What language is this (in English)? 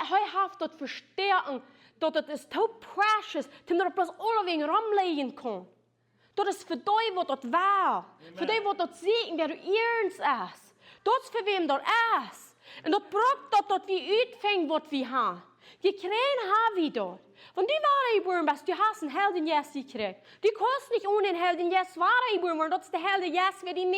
Plautdietsch